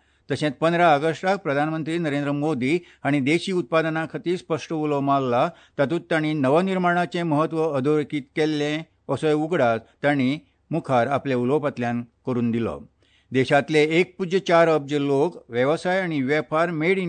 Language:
Konkani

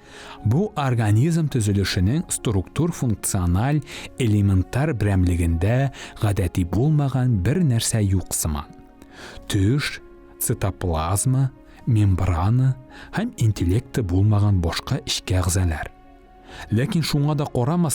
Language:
Tatar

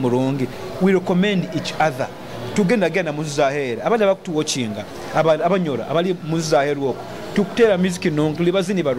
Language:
Nyoro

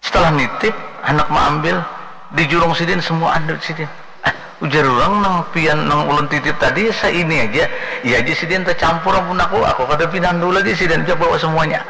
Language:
Banjar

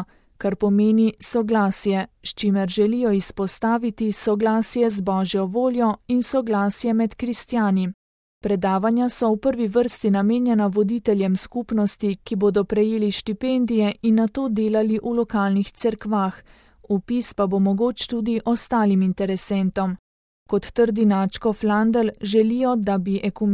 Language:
Slovenian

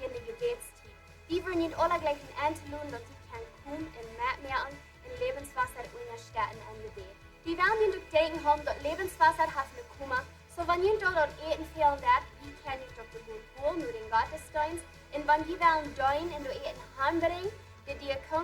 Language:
Plautdietsch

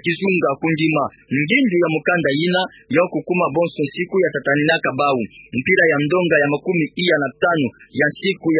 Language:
Kituba (Democratic Republic of Congo)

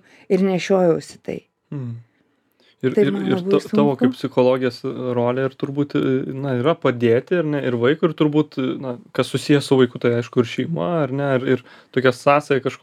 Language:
Lithuanian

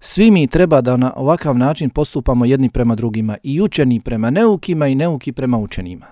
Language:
Bosnian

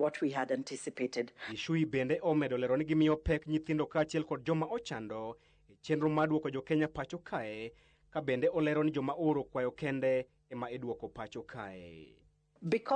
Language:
Luo (Kenya and Tanzania)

